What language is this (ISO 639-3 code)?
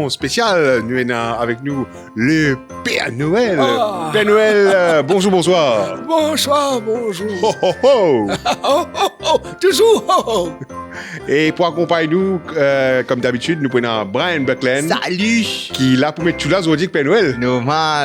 mfe